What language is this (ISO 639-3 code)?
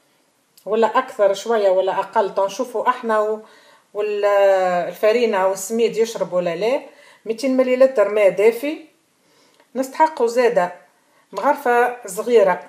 aeb